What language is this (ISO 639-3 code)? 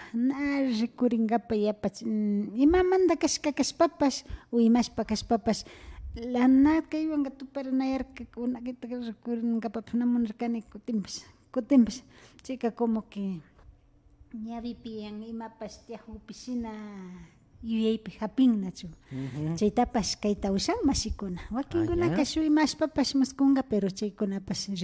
qvi